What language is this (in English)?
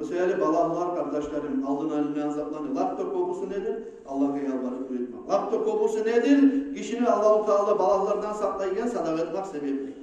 Kumyk